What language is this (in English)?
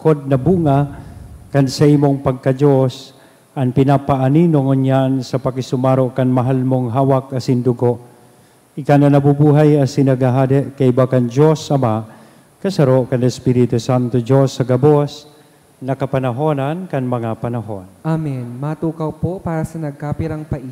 Bikol